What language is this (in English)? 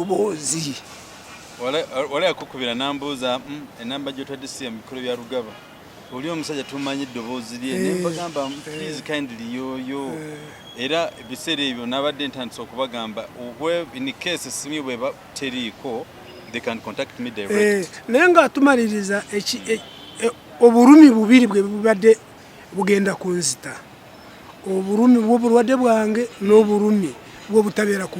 Ganda